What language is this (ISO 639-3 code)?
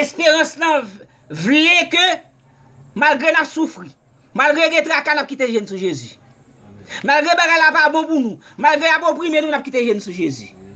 hat